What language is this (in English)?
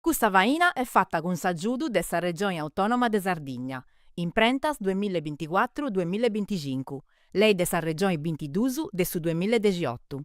Sardinian